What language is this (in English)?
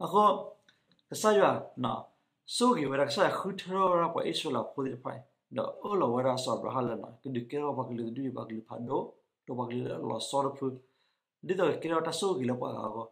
S'gaw Karen